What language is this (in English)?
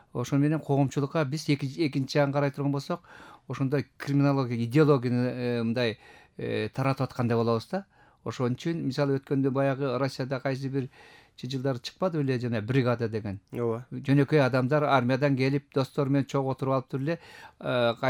Kyrgyz